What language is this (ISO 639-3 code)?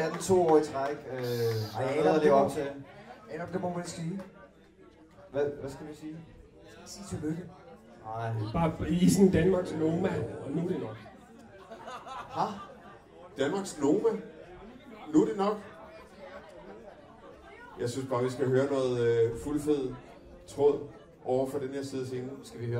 dan